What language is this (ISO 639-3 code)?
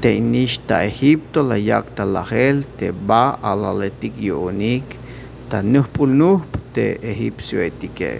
tzh